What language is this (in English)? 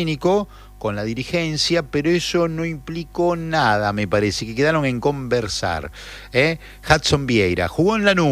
Spanish